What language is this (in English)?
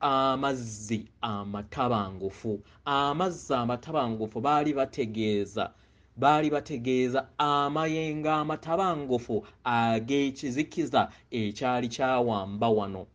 Ganda